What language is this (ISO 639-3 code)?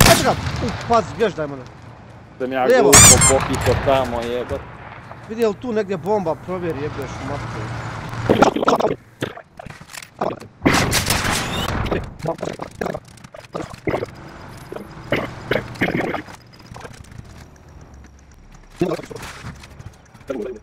hrv